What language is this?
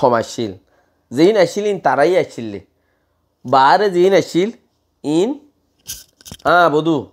Rohingya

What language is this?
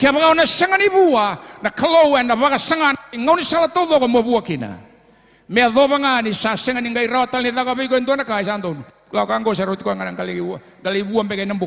Fijian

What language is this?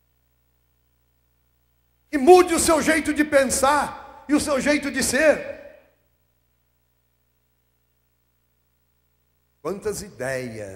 Portuguese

